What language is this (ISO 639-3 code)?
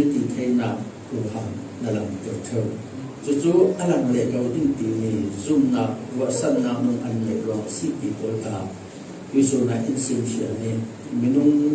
cfm